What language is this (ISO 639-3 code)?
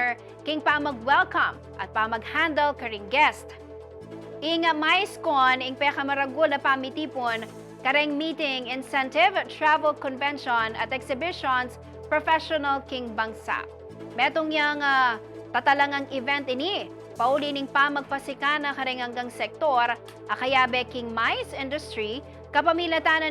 pam